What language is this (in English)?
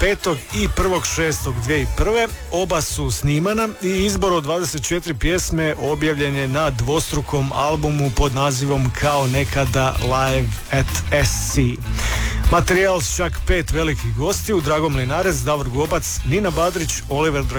Croatian